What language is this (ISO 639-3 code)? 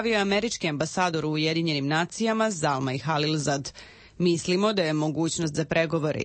srp